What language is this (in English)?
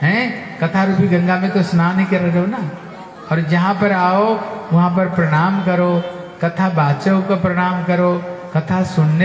Hindi